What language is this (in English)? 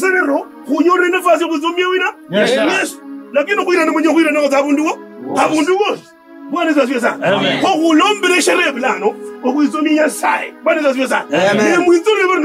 Kabras